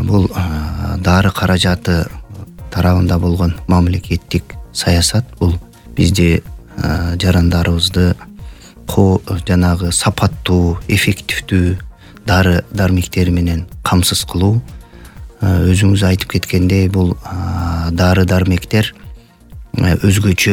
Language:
Kyrgyz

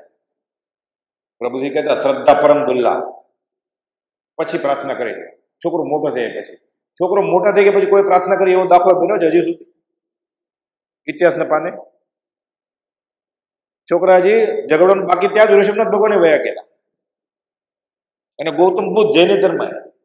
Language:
Gujarati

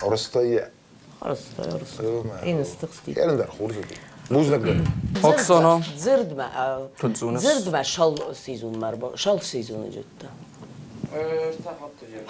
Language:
Ossetic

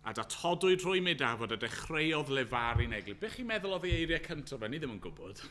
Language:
Welsh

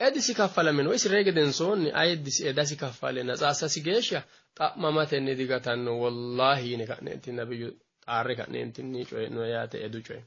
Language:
Sidamo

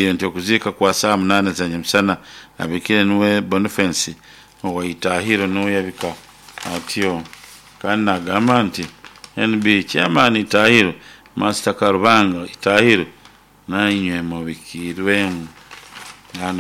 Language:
Nyoro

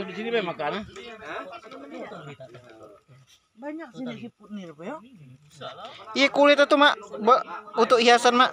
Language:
Indonesian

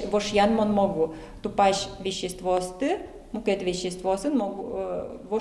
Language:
Udmurt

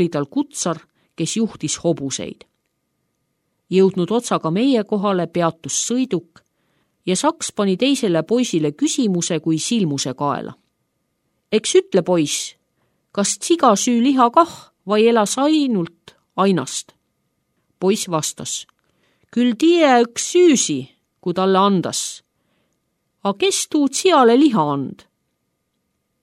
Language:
Estonian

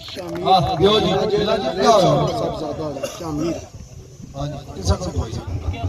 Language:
Pahari-Potwari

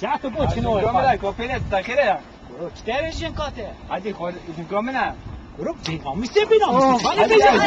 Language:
Kurdish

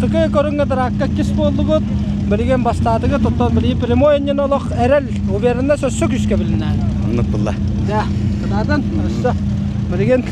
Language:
Yakut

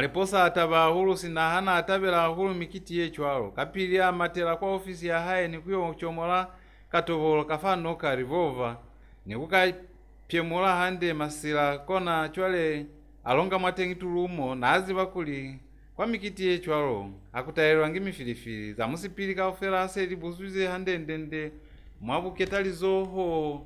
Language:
Lozi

